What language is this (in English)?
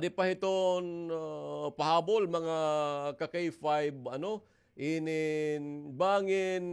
Waray